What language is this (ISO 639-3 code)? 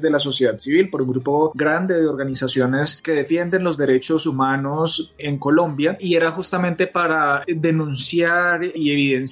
spa